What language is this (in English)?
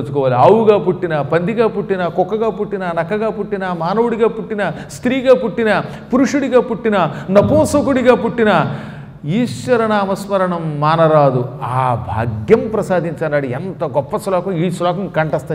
Telugu